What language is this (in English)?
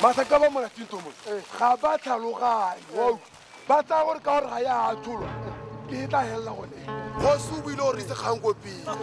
Tswana